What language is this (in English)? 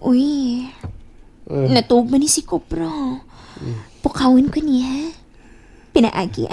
Cebuano